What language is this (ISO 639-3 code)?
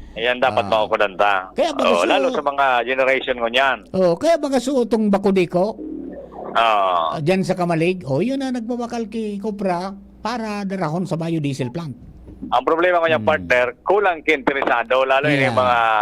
bik